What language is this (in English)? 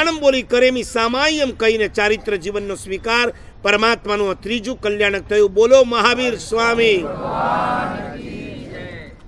Gujarati